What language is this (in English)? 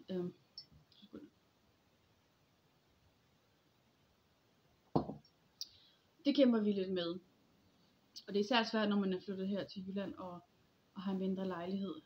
Danish